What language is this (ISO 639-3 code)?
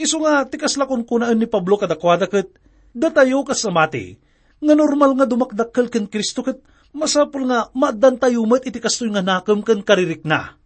ilo